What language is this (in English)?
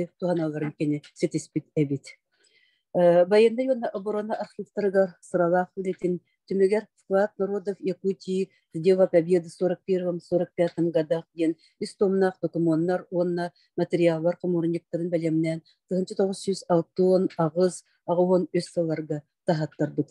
Yakut